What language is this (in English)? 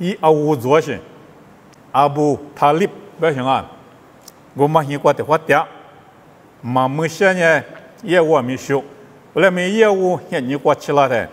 Lisu